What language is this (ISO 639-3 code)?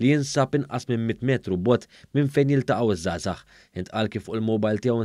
mlt